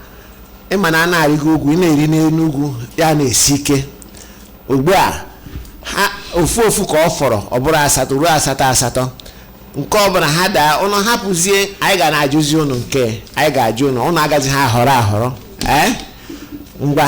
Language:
Igbo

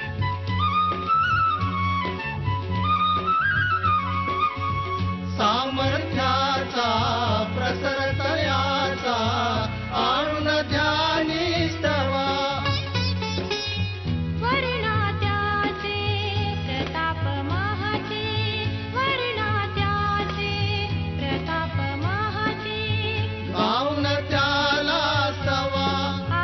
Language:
Marathi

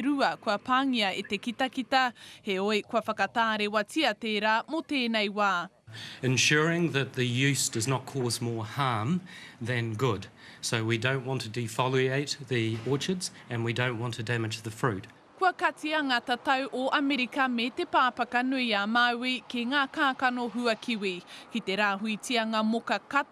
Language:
Māori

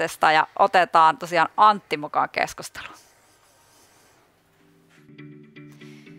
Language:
Finnish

